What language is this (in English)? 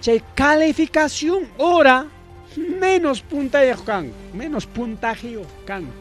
Ayacucho Quechua